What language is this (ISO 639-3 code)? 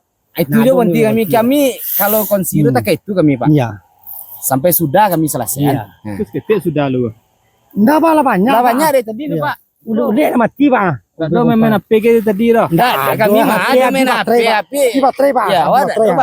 min